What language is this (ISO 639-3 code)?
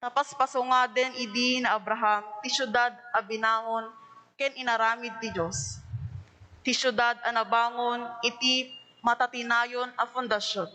ilo